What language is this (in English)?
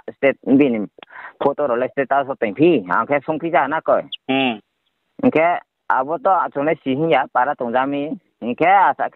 Riang (India)